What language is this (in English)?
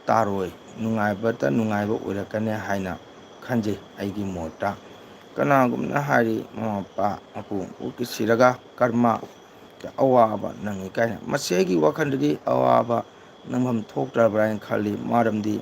Manipuri